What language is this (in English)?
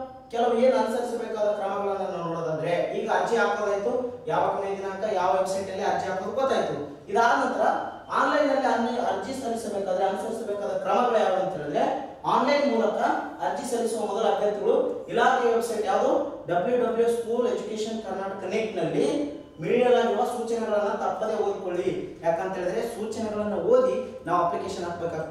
Kannada